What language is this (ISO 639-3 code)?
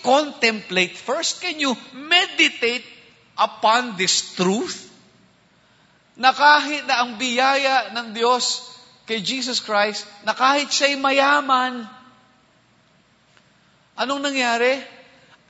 fil